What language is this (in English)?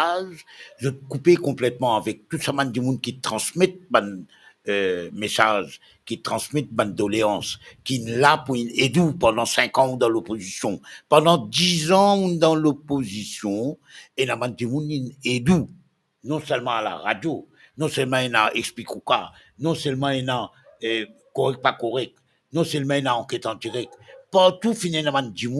Morisyen